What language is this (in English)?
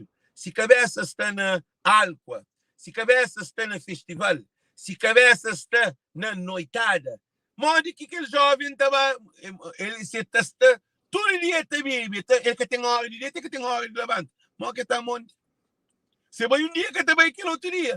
Kabuverdianu